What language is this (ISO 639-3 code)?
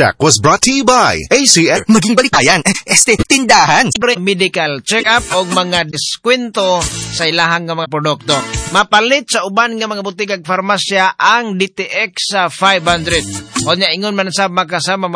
ceb